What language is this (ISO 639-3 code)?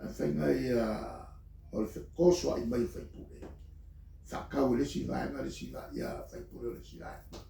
smo